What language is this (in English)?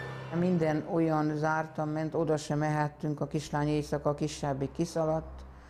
Hungarian